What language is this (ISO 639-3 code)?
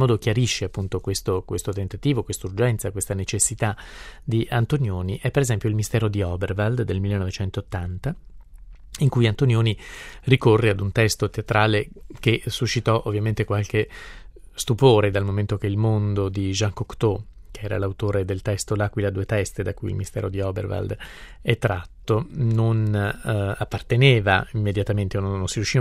ita